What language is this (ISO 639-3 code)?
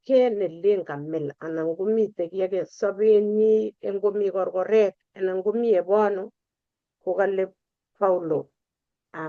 kln